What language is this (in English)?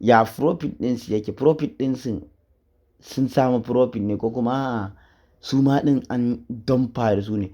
Hausa